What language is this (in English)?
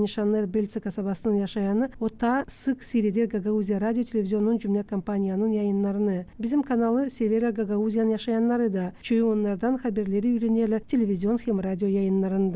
Gagauz